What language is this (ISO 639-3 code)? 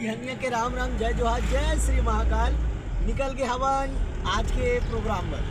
hne